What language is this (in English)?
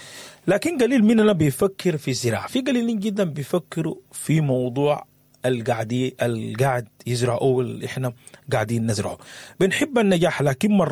Sudanese Arabic